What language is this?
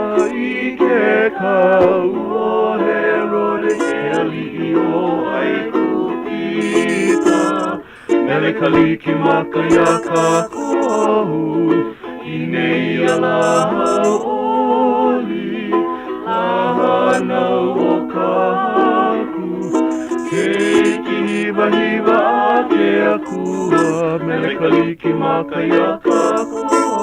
Hawaiian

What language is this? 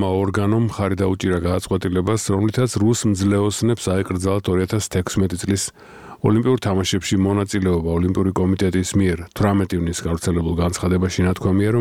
Georgian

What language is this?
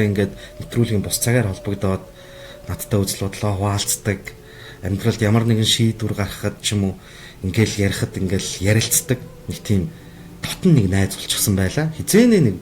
Mongolian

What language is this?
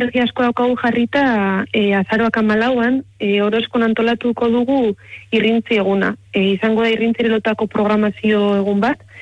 Basque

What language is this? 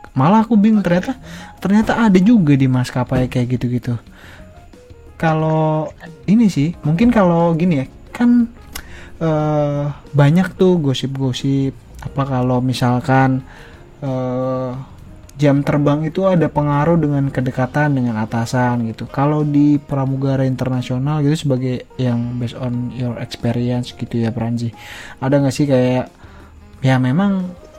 Indonesian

